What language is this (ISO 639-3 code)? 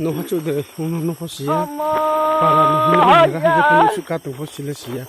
ria